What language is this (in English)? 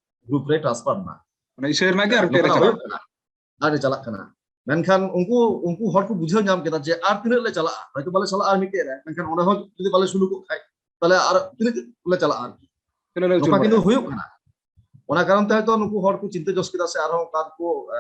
Santali